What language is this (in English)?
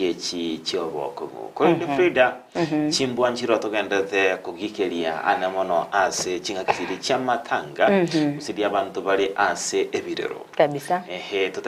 Gusii